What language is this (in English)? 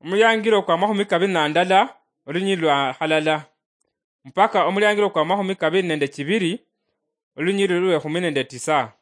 Luyia